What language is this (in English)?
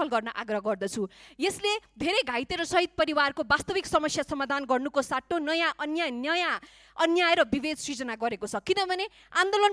Nepali